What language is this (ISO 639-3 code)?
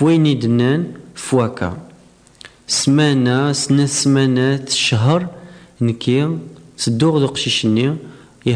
kab